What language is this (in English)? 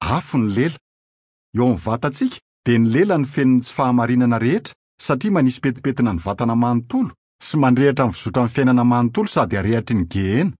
Malagasy